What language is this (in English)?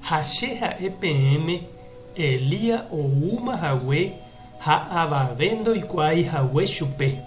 Guarani